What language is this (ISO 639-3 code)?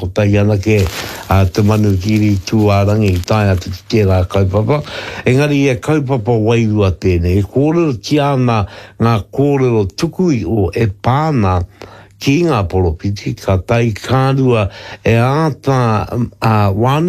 mri